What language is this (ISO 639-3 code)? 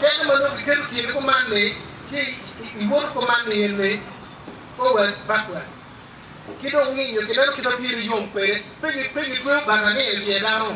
ach